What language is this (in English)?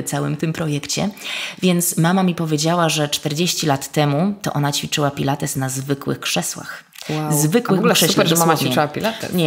Polish